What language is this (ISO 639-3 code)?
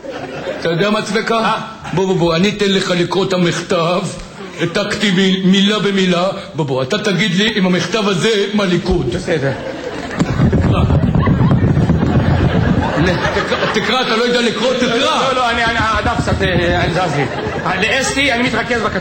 heb